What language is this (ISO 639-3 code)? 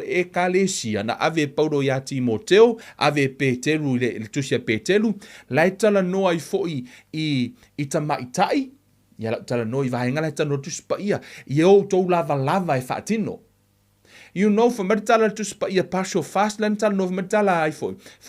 smo